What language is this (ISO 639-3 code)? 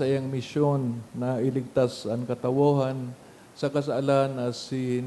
bik